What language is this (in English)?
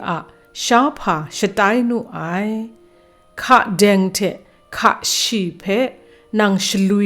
Kachin